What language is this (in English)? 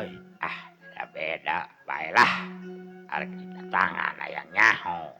Sundanese